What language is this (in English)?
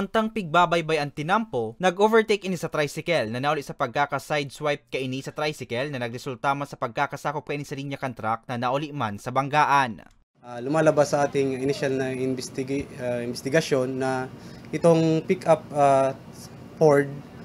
Bikol